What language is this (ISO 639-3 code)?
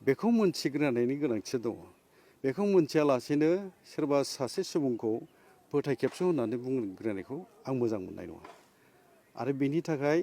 brx